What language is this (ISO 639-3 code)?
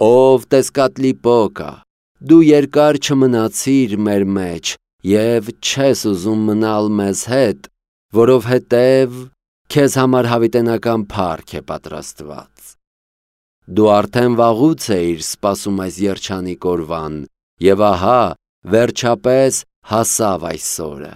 hye